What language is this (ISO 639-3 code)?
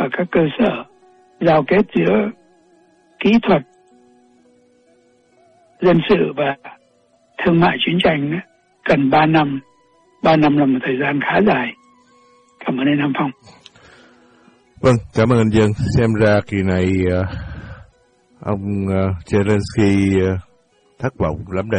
vie